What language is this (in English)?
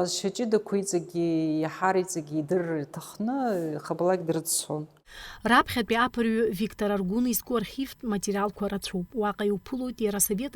Abkhazian